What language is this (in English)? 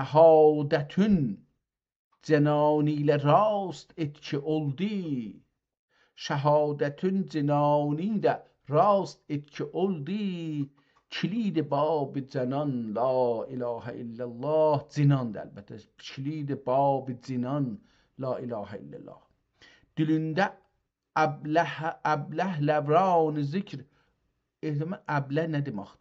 South Azerbaijani